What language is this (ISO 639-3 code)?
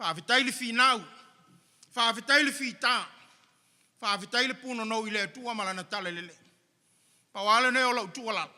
smo